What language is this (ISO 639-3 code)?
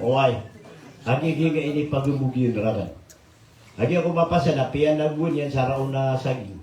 mrw